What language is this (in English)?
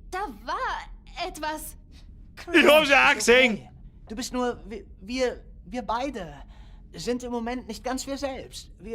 Bavarian